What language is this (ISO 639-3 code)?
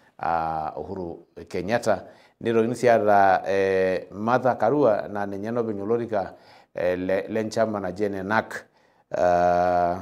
mas